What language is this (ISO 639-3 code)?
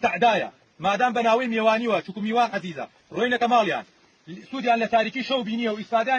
ckb